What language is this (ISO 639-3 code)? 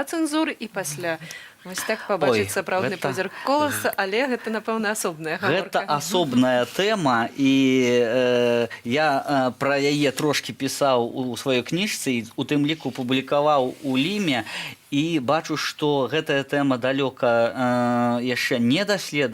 bel